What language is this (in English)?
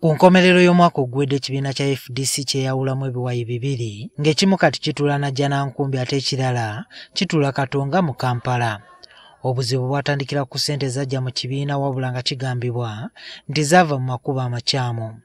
Ganda